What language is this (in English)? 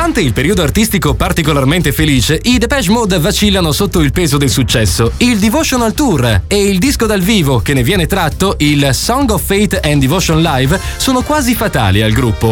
Italian